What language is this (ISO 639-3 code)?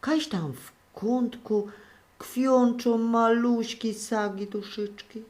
szl